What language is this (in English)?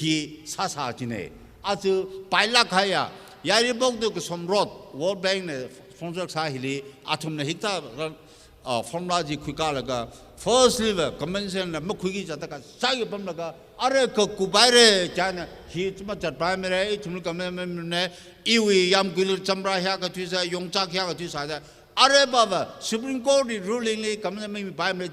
Tangkhul Naga (India)